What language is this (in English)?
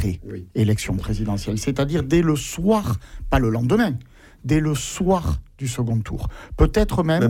French